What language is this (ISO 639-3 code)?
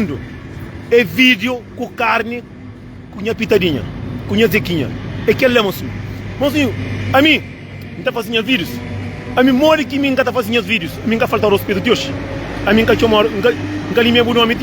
kea